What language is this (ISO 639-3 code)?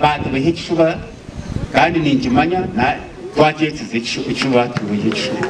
nyn